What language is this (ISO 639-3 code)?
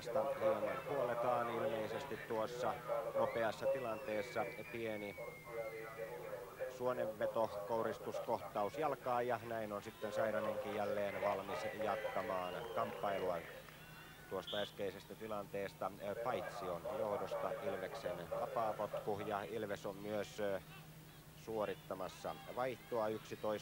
fin